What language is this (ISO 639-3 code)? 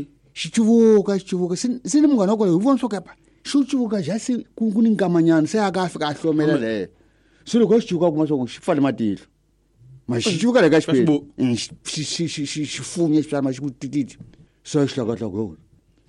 tso